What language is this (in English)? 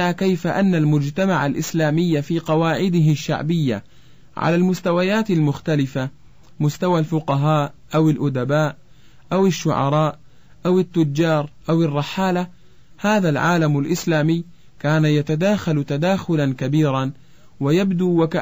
Arabic